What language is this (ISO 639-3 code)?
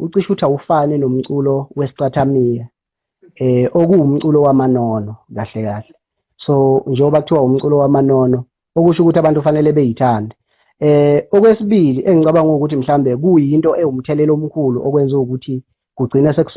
zul